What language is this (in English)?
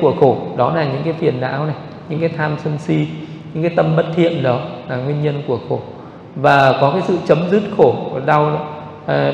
Vietnamese